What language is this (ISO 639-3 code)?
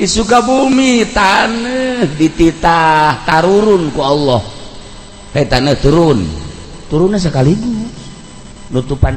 sun